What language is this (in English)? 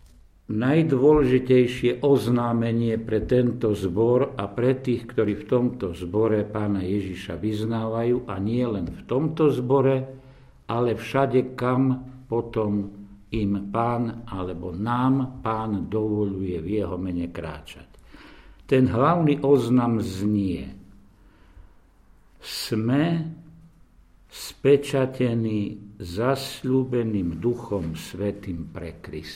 Slovak